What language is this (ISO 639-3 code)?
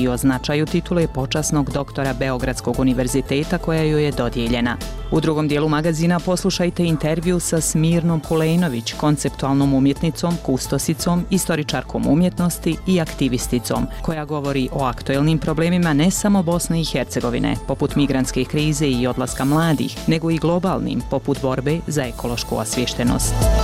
bos